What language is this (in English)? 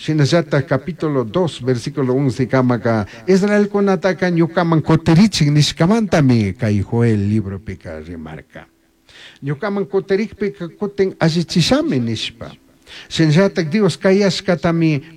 Chimborazo Highland Quichua